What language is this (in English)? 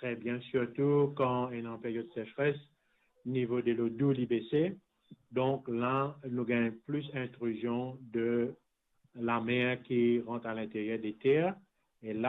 Morisyen